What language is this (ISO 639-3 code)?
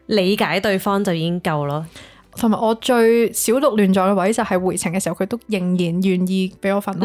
yue